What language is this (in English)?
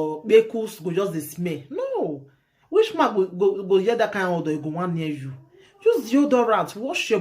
Nigerian Pidgin